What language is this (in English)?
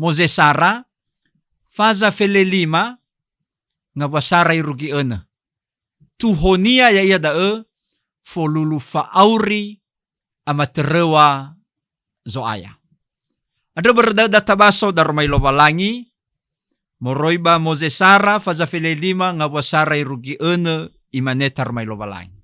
Nias